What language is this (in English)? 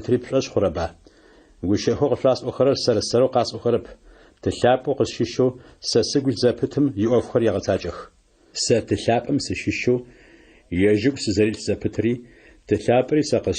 Adyghe